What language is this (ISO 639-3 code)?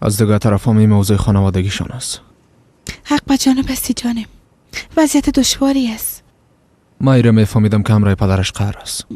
fas